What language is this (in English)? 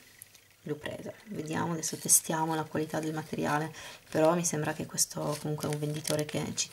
Italian